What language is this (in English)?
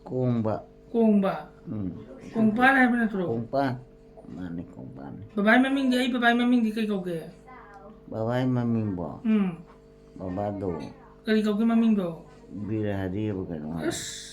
Manipuri